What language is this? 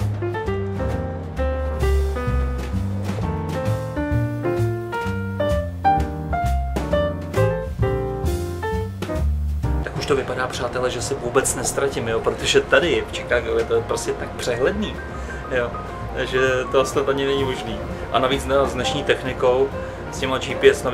Czech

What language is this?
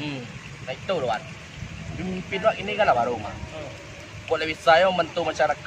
Minangkabau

